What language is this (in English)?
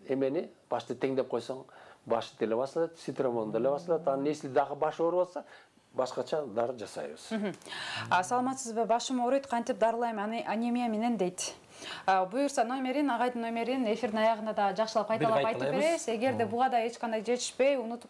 Kyrgyz